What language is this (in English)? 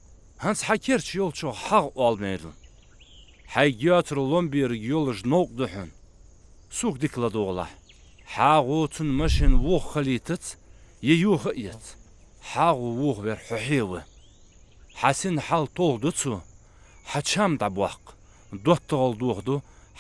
Ingush